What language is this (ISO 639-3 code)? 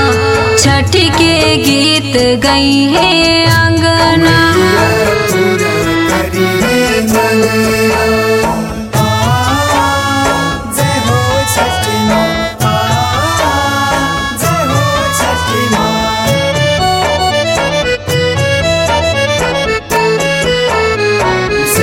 bho